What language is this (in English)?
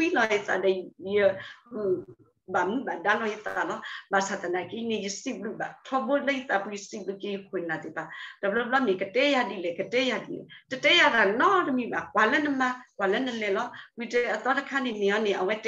S'gaw Karen